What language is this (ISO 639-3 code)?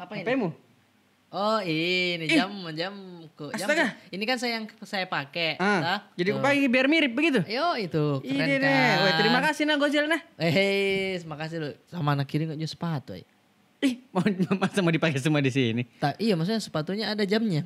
mfp